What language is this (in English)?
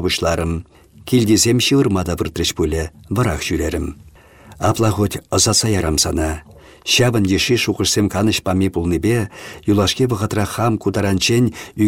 Chuvash